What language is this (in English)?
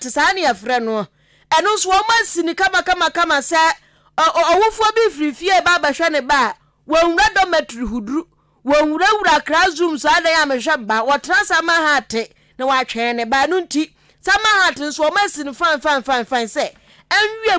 Akan